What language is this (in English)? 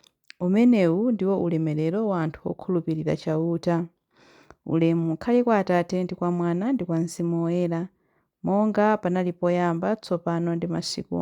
Nyanja